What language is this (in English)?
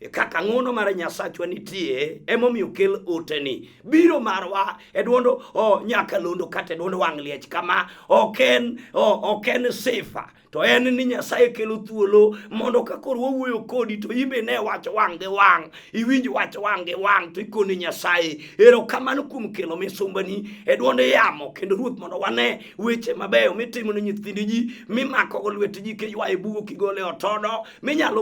Luo (Kenya and Tanzania)